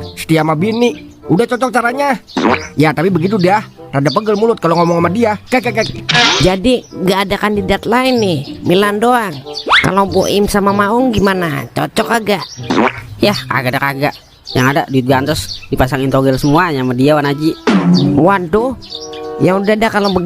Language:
Betawi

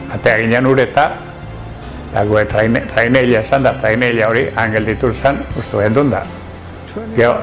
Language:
Basque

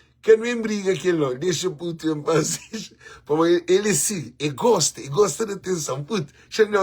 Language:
Kabuverdianu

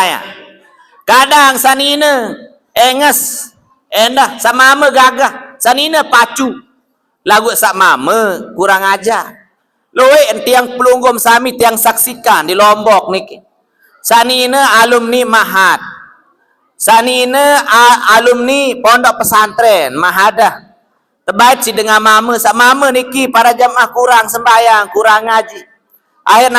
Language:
Sasak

